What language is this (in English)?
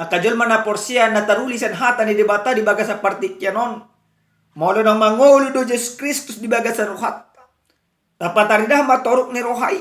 Batak Toba